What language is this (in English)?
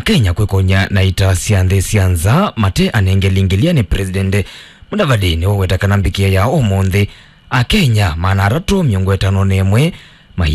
Kamba